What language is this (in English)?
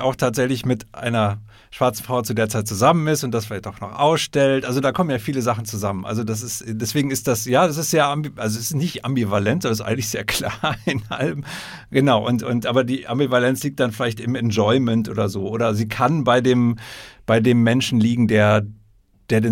German